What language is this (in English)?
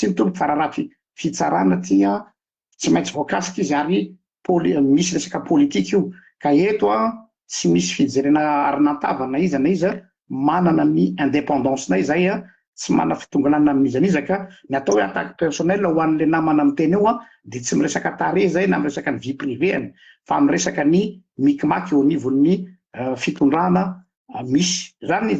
Malagasy